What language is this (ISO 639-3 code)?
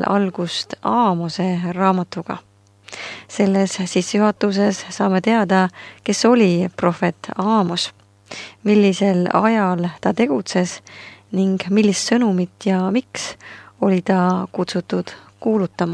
est